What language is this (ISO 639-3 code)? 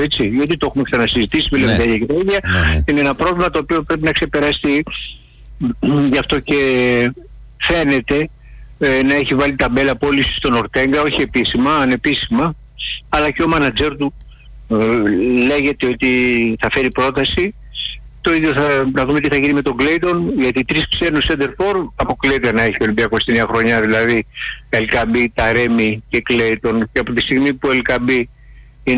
ell